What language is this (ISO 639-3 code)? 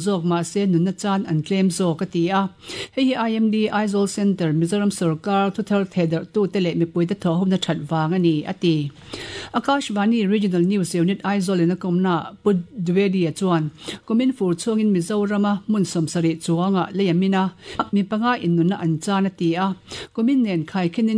lus